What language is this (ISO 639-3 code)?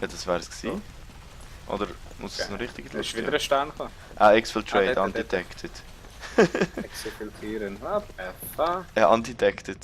gsw